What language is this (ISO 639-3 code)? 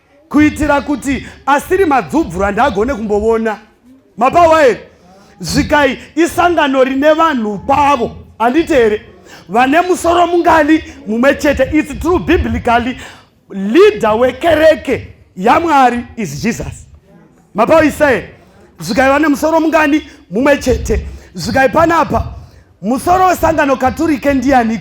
sna